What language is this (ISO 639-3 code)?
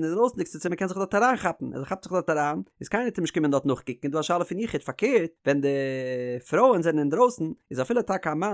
yid